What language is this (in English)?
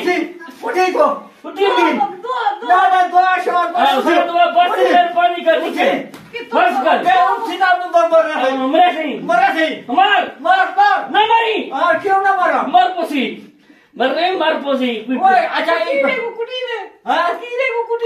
Saraiki